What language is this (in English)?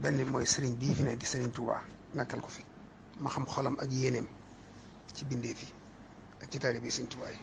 Wolof